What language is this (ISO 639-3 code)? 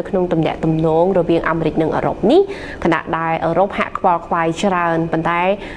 khm